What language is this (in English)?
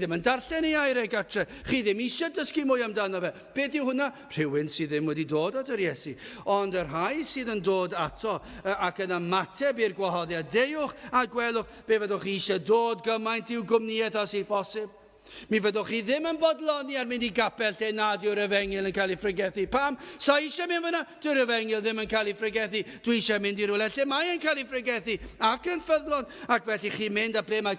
Welsh